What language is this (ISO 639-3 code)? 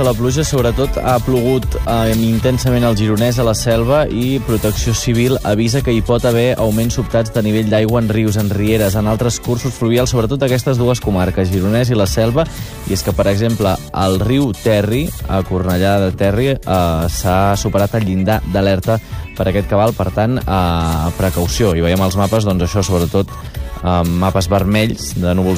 cat